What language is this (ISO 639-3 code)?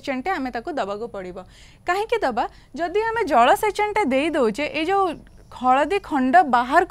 ori